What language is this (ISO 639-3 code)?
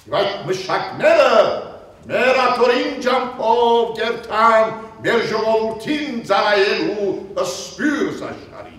hyw